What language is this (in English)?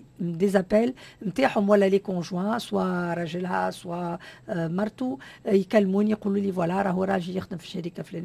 Tunisian Arabic